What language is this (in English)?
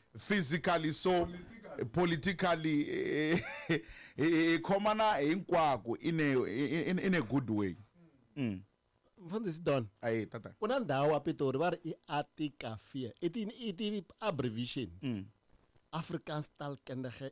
Tsonga